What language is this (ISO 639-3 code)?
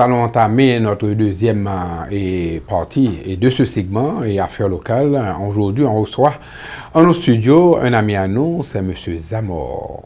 hat